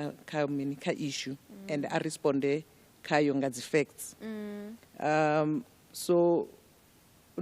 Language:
Venda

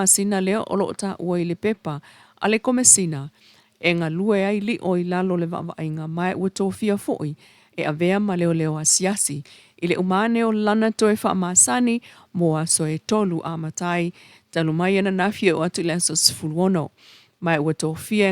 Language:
Samoan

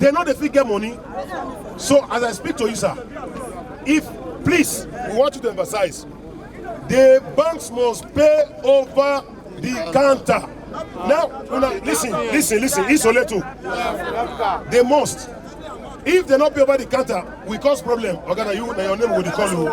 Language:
Nigerian Pidgin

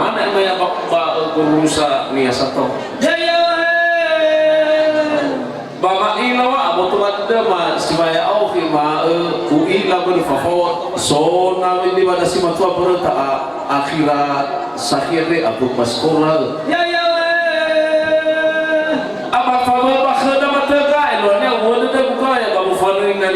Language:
Nias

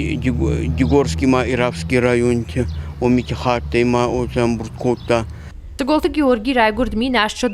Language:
Ossetic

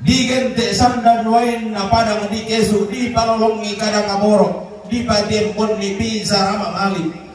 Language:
Toraja-Sa'dan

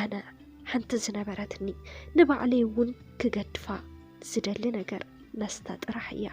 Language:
Tigrinya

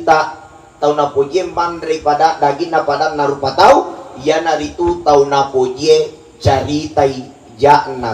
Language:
Buginese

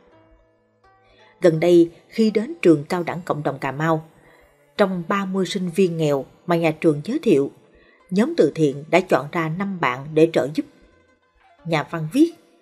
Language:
Vietnamese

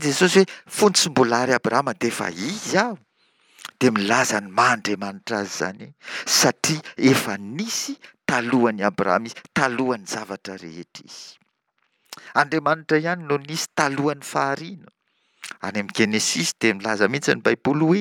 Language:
Malagasy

